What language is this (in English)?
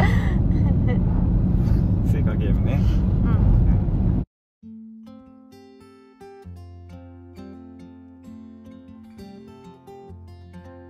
Japanese